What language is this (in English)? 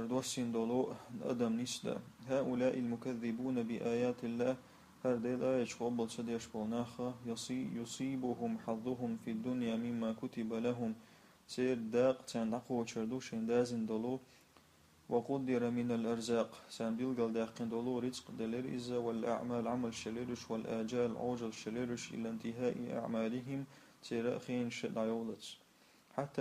Chechen